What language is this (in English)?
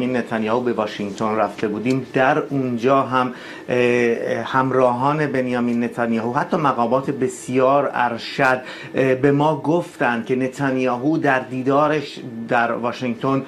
Persian